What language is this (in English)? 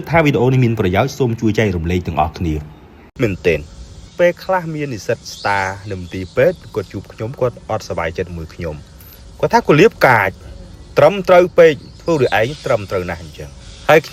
Khmer